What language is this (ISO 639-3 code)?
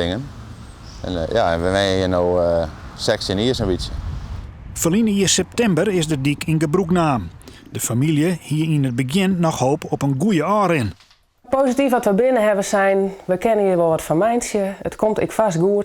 fry